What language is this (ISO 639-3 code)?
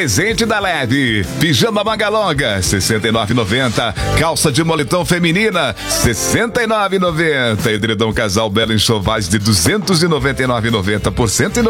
por